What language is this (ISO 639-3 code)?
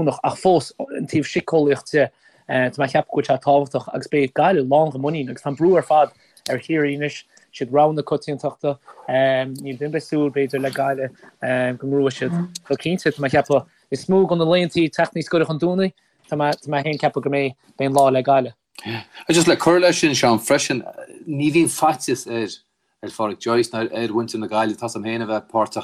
gle